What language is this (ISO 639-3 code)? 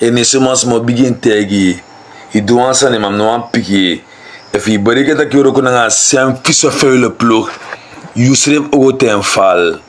srn